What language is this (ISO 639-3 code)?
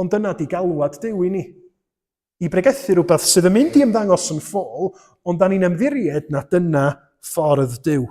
cym